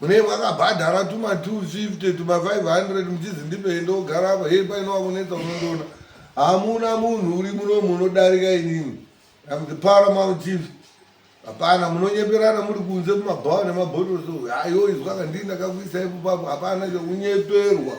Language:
Shona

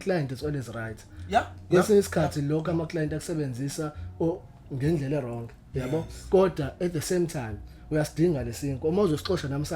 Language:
Zulu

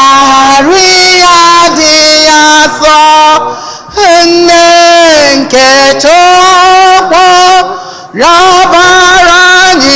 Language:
Igbo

